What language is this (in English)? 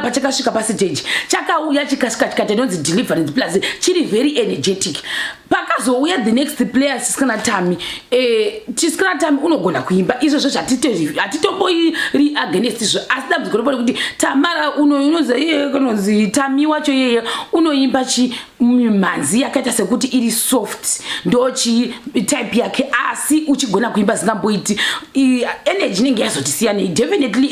Shona